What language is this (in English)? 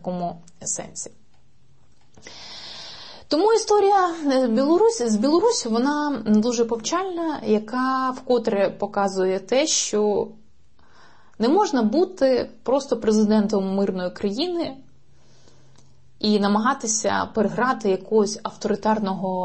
Ukrainian